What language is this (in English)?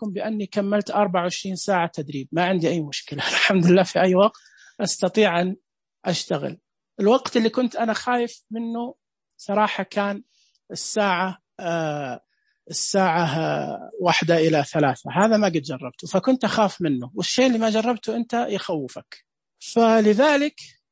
Najdi Arabic